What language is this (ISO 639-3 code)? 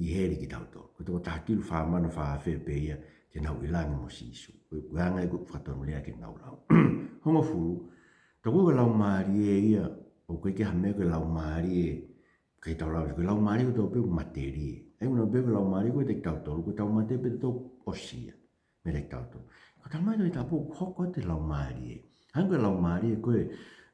ton